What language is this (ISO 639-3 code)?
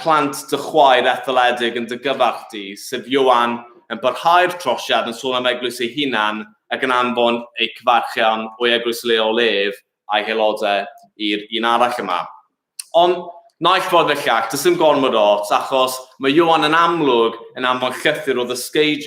cym